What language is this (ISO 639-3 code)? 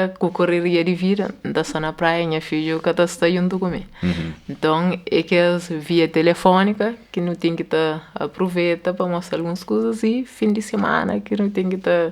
kea